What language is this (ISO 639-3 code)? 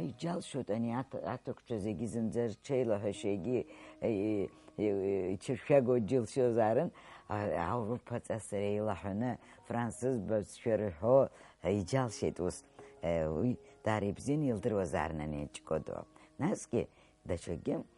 abk